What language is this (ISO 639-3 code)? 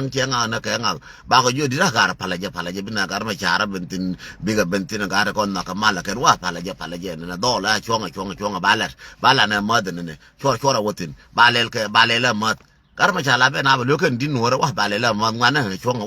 nus